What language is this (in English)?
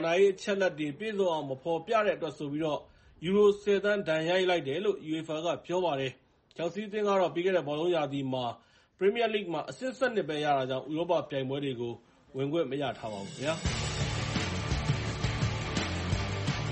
Burmese